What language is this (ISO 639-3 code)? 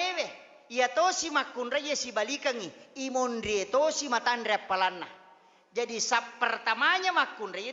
bug